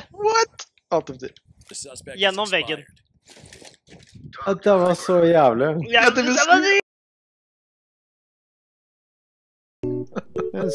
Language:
Norwegian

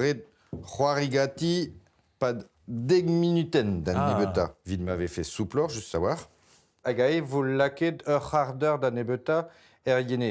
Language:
Breton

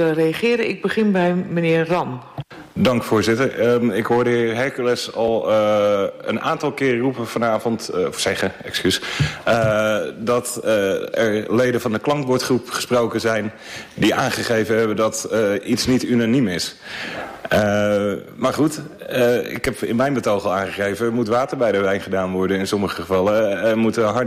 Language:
Dutch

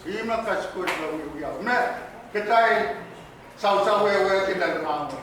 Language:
Pohnpeian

